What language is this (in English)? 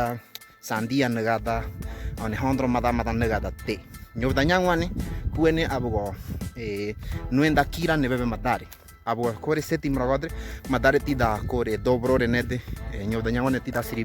Ngäbere